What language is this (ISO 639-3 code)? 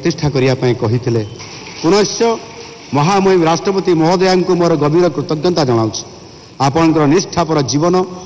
ori